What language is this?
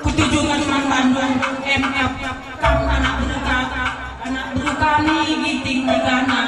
Batak Karo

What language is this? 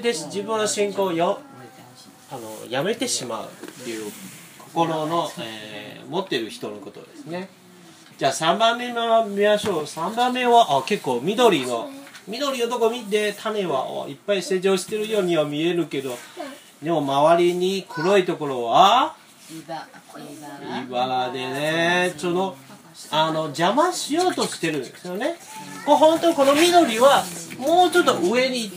Japanese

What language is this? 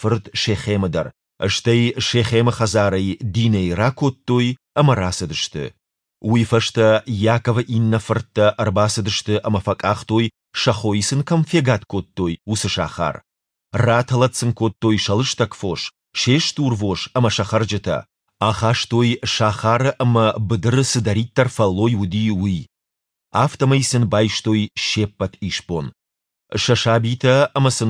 Ossetic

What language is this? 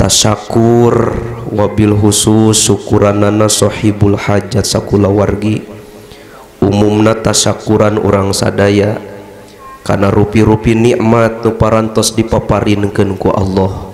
Sundanese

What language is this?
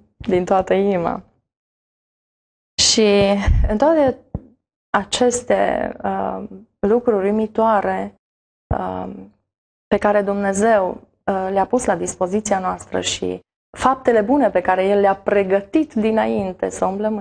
Romanian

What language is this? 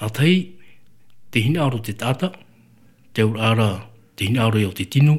Tahitian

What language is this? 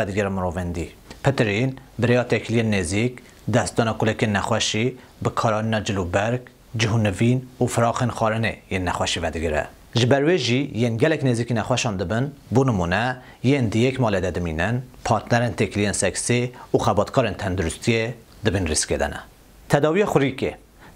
Kurdish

